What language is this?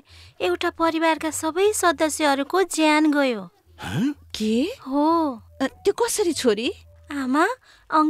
Nepali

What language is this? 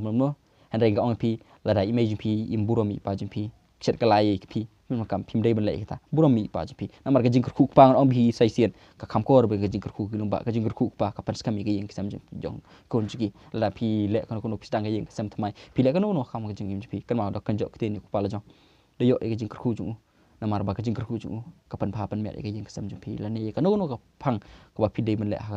Khasi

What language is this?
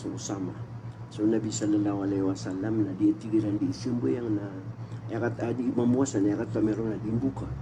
Maranao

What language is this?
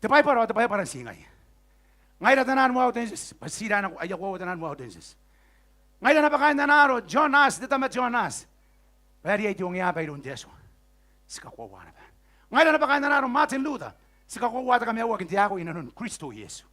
Gilbertese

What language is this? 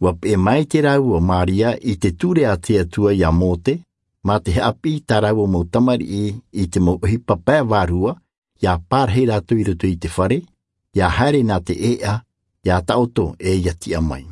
Tahitian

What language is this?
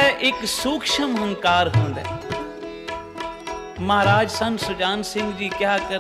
Punjabi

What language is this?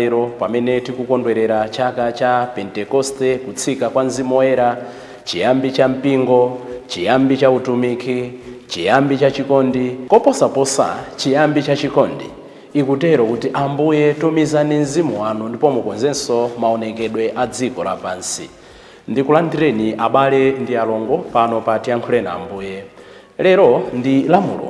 Nyanja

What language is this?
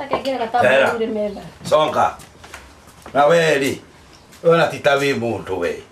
Kikuyu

